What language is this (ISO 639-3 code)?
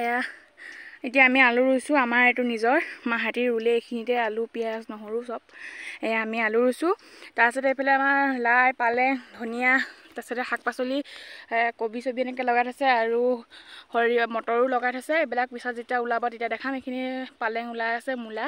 asm